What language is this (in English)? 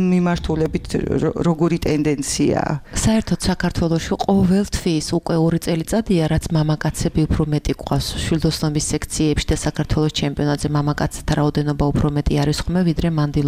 Georgian